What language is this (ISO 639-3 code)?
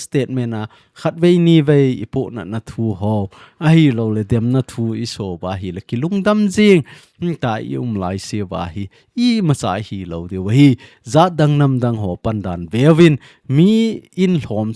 tcz